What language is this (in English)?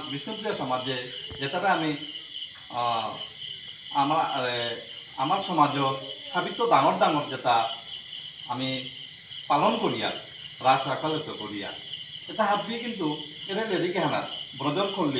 Bishnupriya